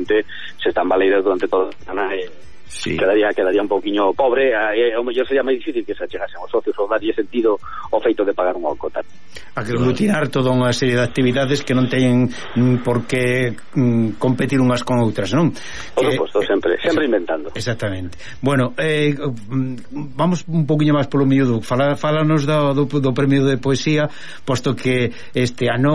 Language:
Galician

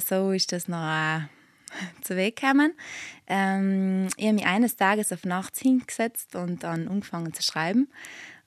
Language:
German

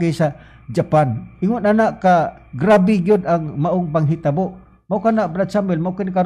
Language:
Cebuano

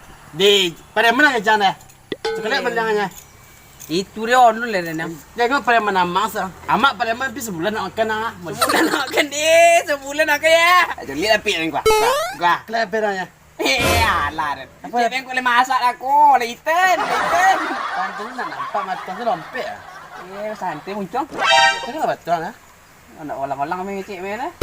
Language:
Minangkabau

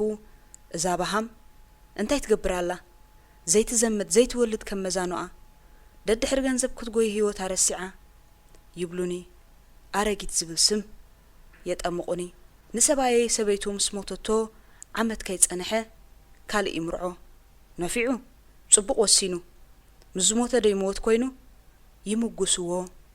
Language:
Tigrinya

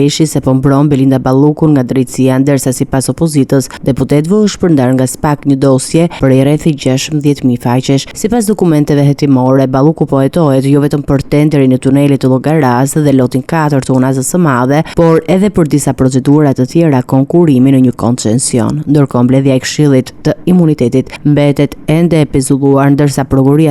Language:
Albanian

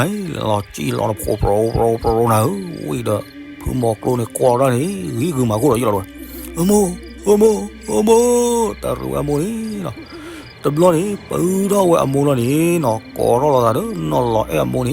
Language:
S'gaw Karen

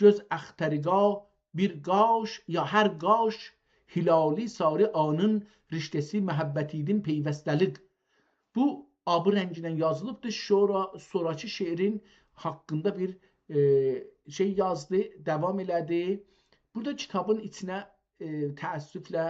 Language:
South Azerbaijani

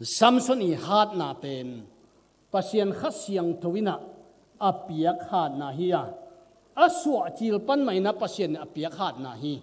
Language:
Tedim Chin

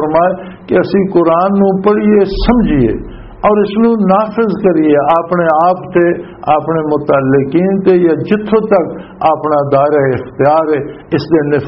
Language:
Western Panjabi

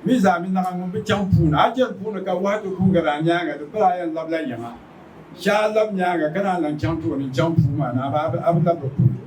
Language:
Dagbani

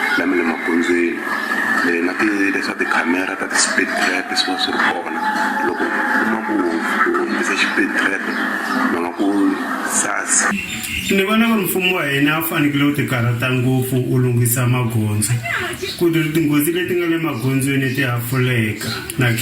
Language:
Tsonga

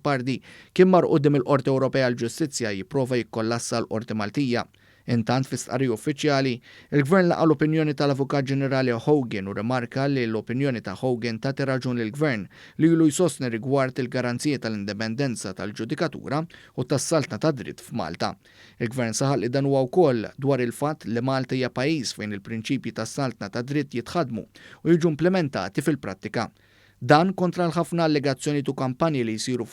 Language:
Maltese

